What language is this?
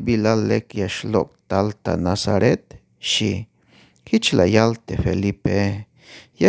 Tzeltal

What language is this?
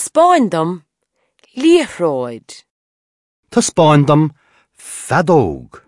Irish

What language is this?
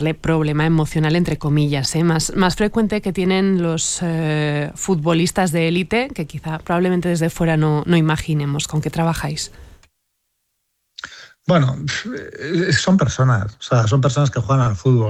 Spanish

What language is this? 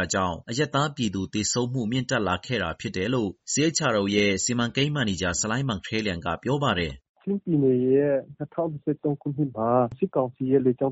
Burmese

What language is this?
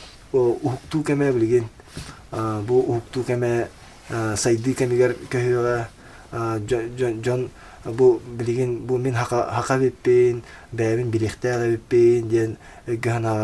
Yakut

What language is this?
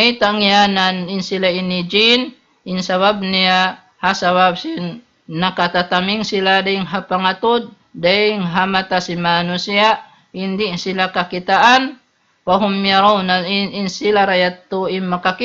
Tausug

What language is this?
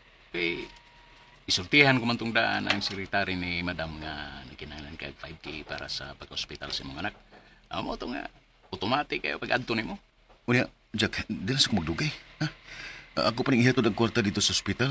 Cebuano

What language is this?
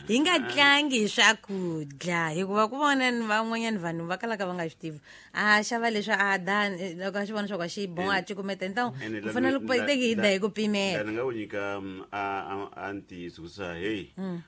Tsonga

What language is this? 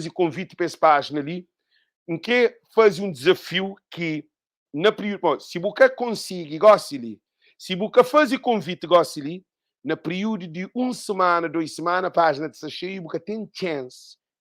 Kabuverdianu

